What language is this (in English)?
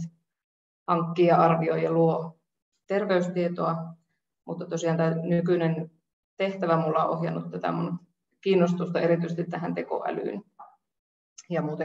Finnish